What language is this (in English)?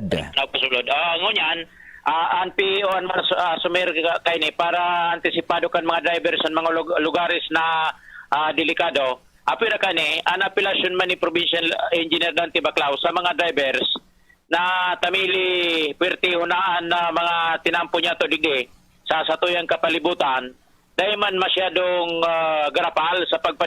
Bikol